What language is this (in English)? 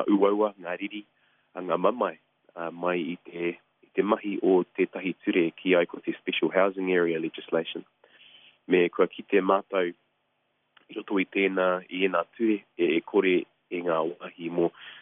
Māori